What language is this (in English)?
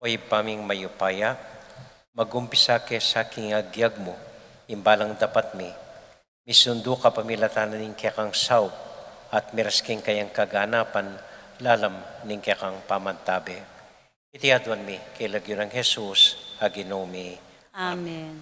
Pampanga